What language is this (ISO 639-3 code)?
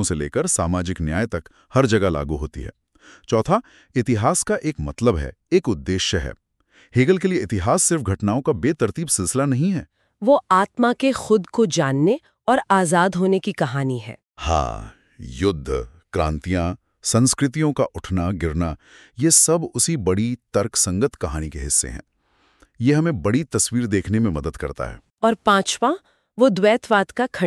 hin